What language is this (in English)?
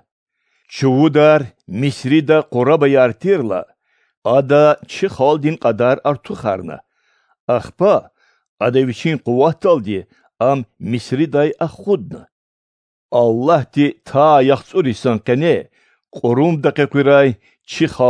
Lezghian